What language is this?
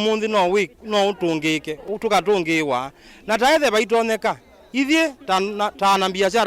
Kamba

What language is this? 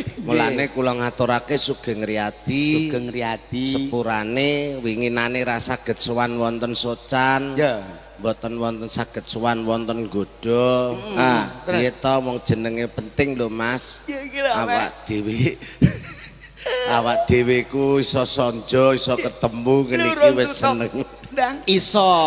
Javanese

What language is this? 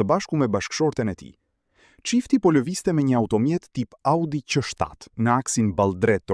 Albanian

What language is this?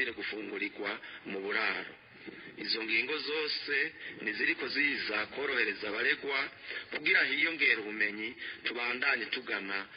Rundi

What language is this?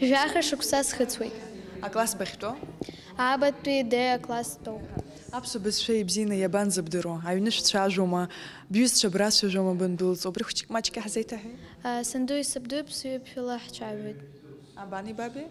Abkhazian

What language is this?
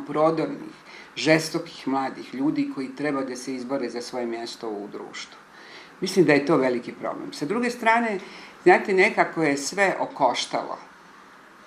Bosnian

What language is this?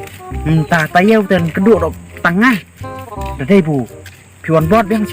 Khasi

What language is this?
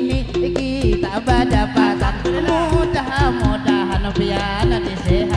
Banjar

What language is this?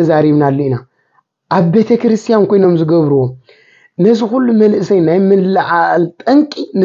Tigrinya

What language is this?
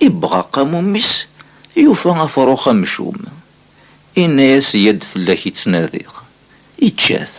Kabyle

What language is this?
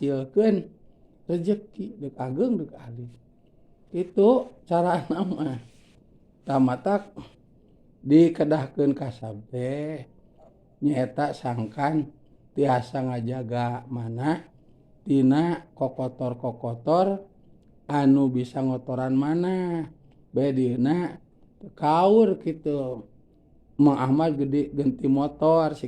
Sundanese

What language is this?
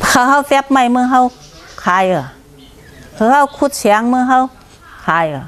Shan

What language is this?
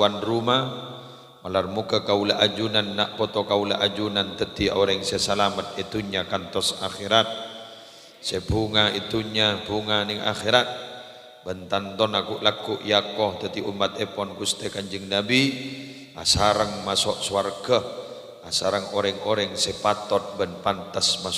Madurese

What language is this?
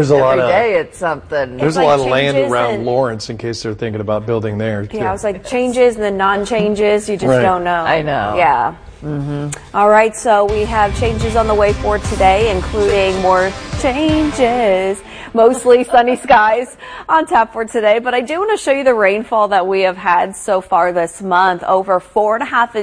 English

